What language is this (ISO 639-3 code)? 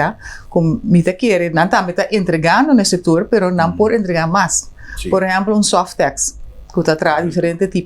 pap